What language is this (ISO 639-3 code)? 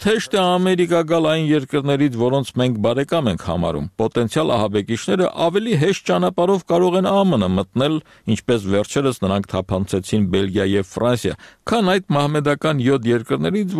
hye